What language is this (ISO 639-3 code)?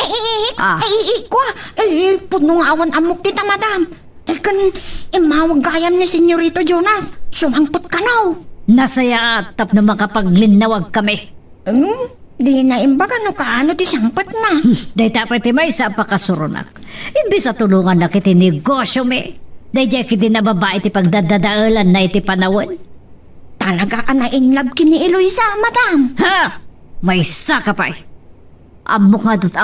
ilo